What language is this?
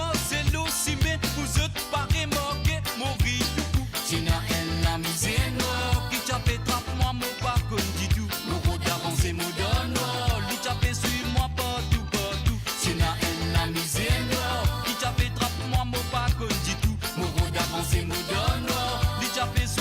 Morisyen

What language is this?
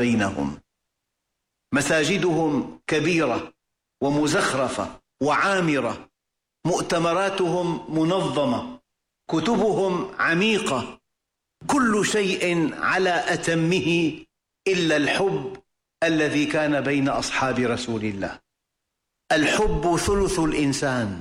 Arabic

